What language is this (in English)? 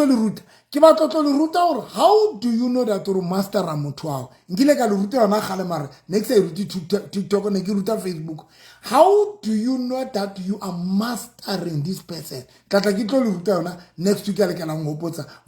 Southern Sotho